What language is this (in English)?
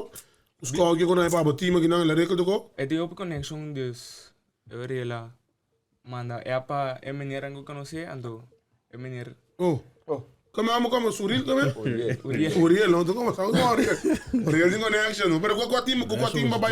Papiamento